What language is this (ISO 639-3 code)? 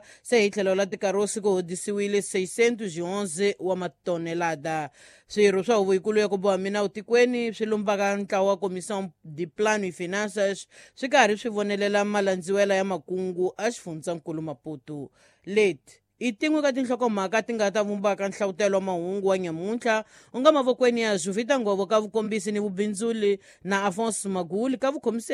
tso